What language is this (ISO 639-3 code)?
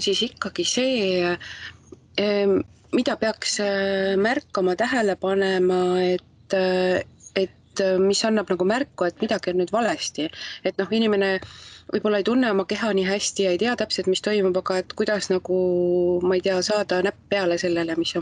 est